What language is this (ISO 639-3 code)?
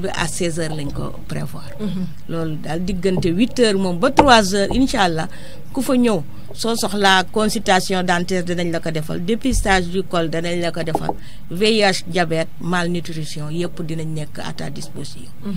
wol